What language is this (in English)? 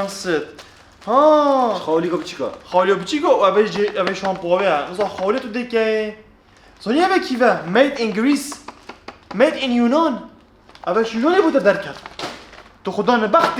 Kurdish